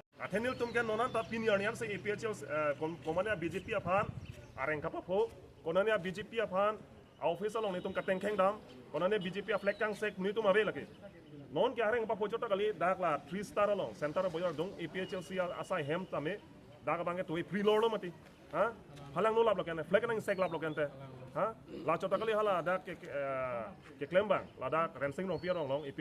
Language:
Karbi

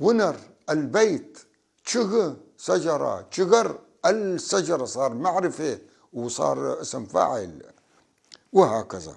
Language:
North Levantine Arabic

